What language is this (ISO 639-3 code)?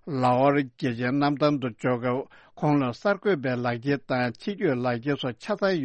bod